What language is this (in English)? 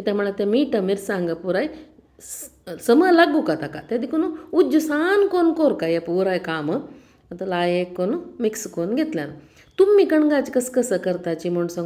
Konkani